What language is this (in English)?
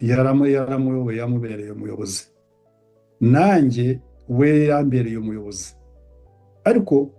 Kinyarwanda